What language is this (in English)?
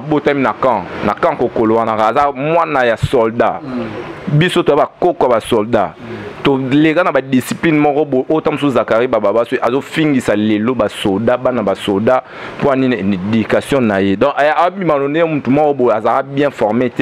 Lingala